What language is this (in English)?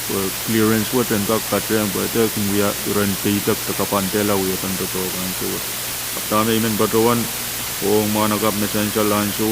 Pohnpeian